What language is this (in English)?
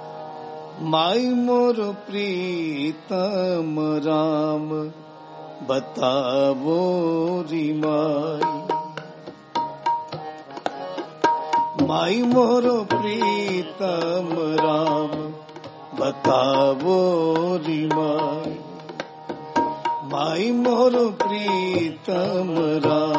Punjabi